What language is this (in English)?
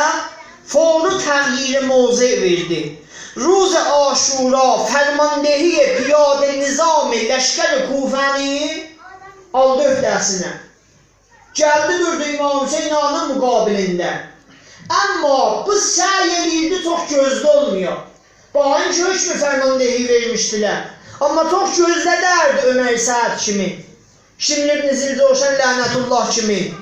South Azerbaijani